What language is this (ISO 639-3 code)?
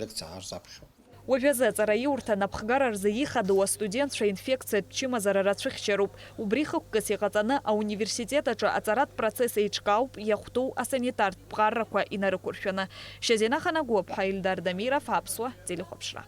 abk